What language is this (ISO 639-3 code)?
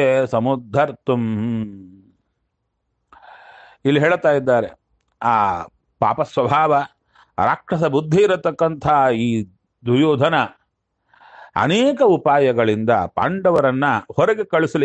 kan